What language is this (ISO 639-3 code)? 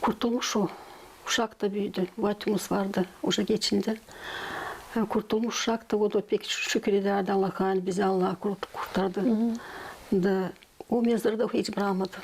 gag